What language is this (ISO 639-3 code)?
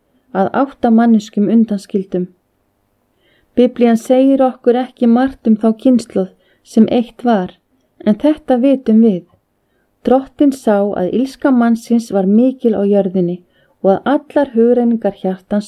isl